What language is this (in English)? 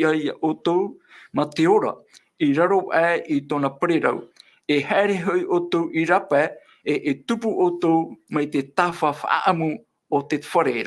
Tahitian